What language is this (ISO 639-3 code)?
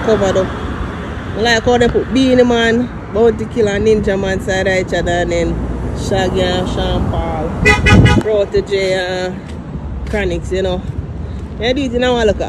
jam